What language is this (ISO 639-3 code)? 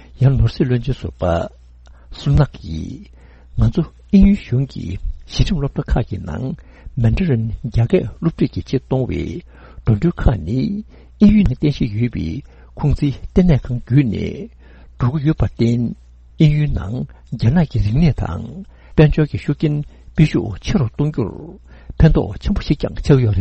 bod